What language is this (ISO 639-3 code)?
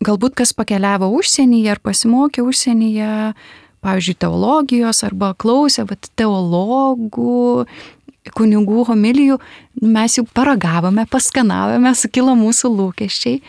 lit